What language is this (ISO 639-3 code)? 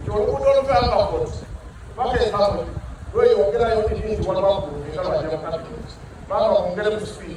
xog